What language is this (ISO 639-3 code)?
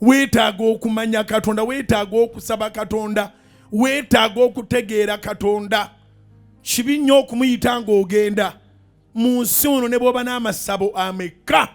lug